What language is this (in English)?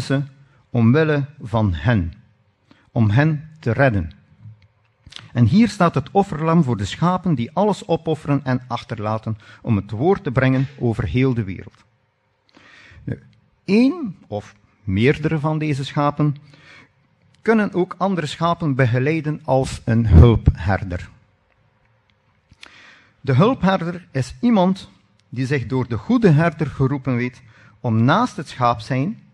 Dutch